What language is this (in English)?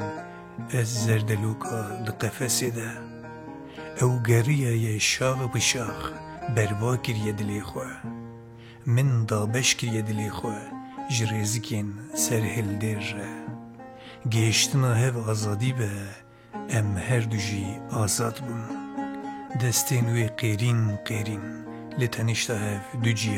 Kurdish